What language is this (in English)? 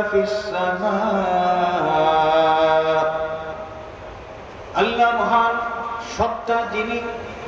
Bangla